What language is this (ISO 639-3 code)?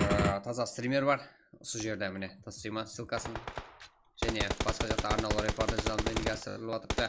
kaa